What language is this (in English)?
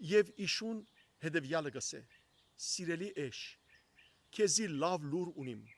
Western Armenian